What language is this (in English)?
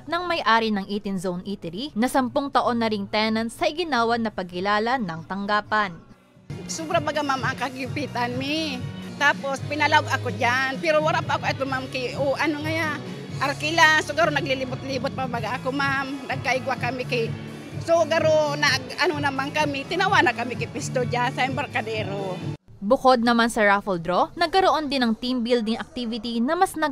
Bikol